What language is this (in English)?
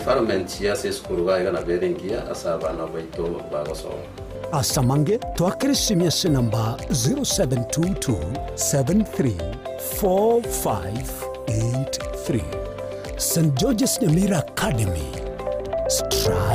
Gusii